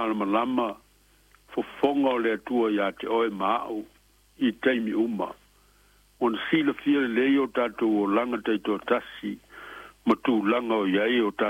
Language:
Samoan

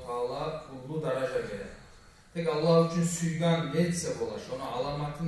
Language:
Kumyk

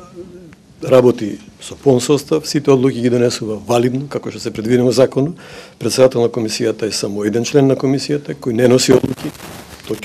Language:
Macedonian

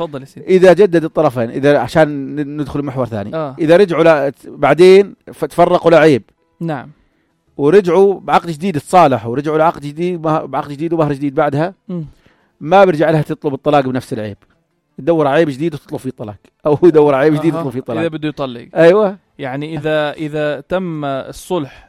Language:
North Levantine Arabic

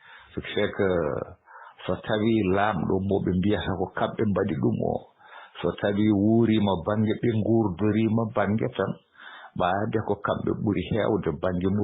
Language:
Fula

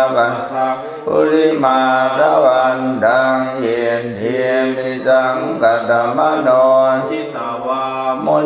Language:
Pali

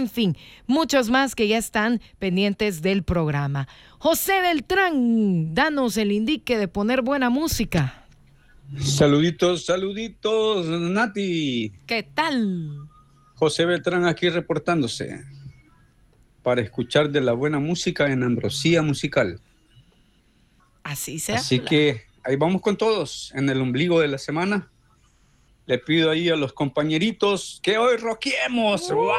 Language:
Spanish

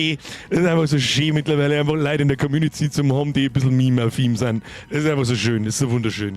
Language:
Bavarian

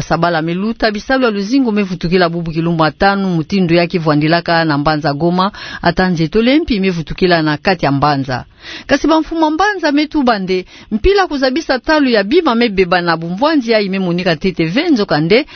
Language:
Kituba (Democratic Republic of Congo)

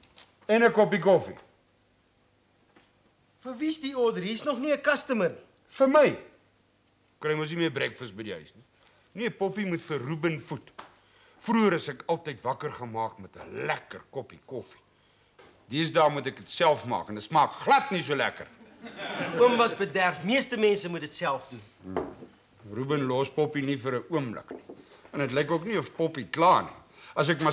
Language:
Afrikaans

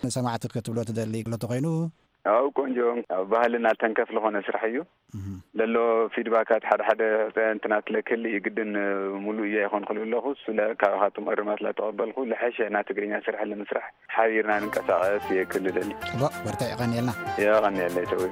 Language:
Tigrinya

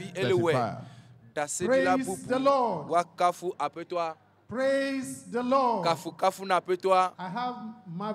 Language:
Ewe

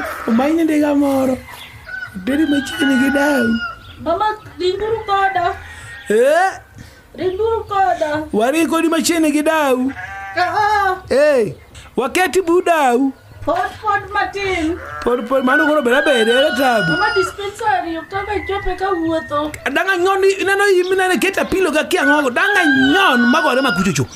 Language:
Luo (Kenya and Tanzania)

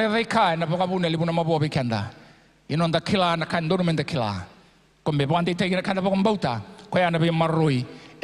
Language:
Fijian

